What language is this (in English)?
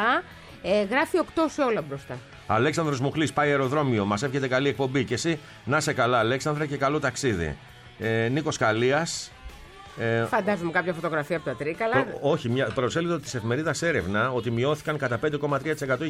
Greek